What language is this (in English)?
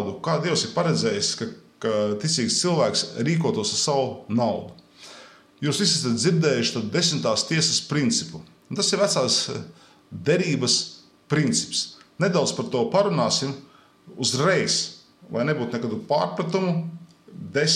Latvian